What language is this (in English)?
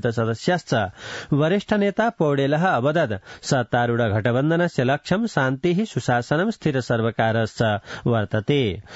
Sanskrit